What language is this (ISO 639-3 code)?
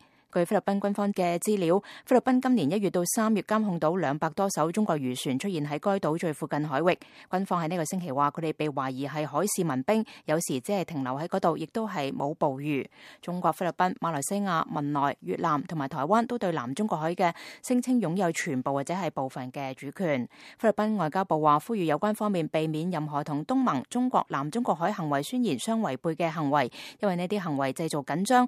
yue